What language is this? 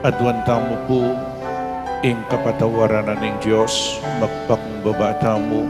Pampanga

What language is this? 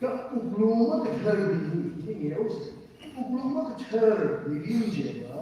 Tangkhul Naga (India)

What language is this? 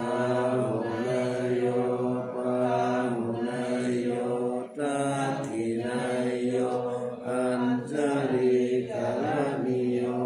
Pali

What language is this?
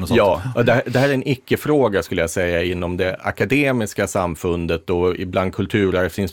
Swedish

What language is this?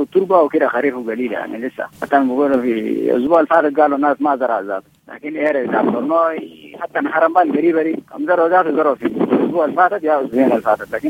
Sudanese Arabic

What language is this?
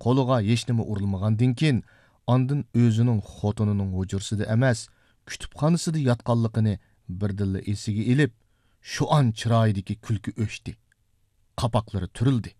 Uyghur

